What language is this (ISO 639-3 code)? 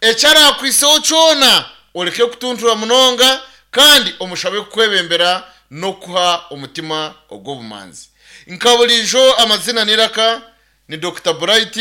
nyn